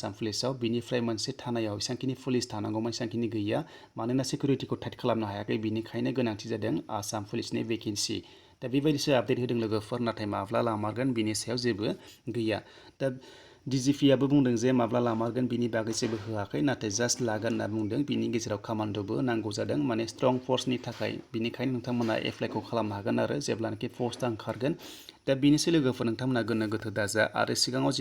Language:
Bodo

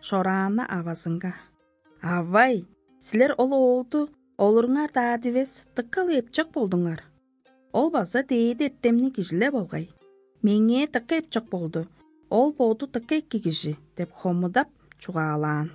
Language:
Tuvinian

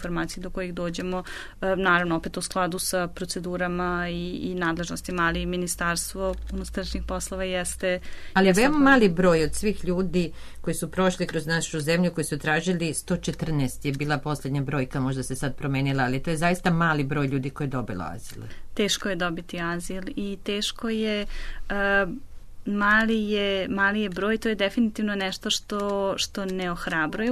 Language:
Serbian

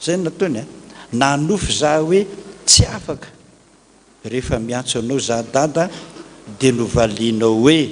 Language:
Malagasy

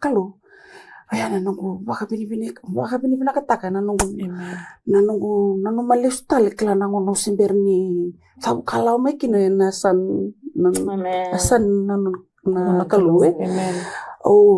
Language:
Fijian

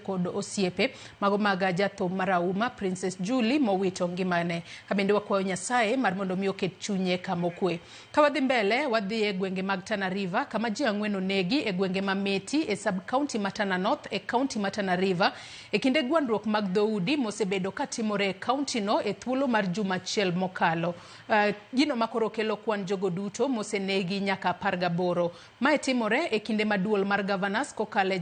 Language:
Luo (Kenya and Tanzania)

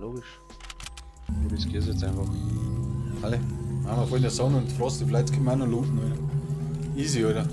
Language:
Bavarian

